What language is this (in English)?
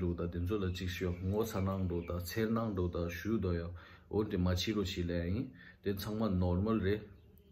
Tibetan